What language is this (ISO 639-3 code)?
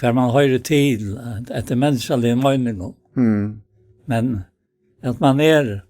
fao